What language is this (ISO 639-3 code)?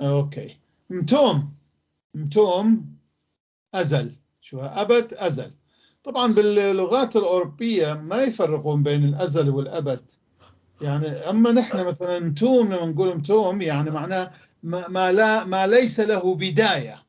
apc